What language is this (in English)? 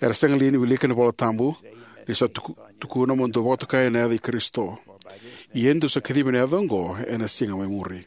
Fijian